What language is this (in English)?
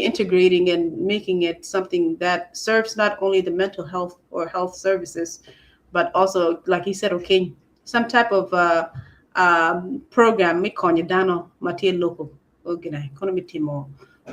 Acoli